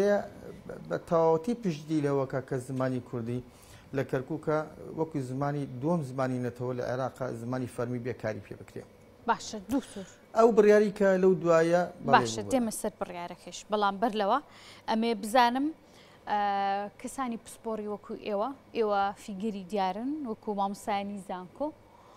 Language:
Central Kurdish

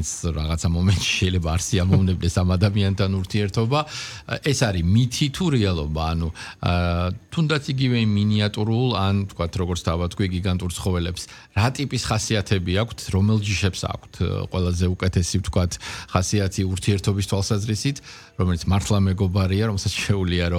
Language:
Georgian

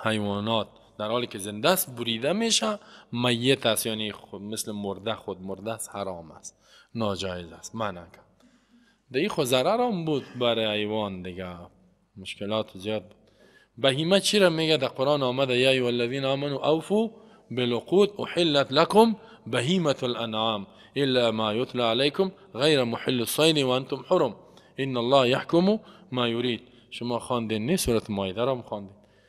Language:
Persian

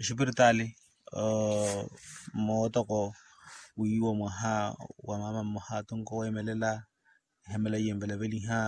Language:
Makhuwa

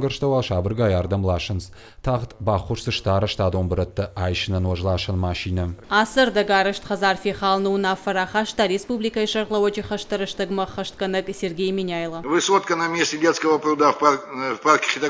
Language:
Ossetic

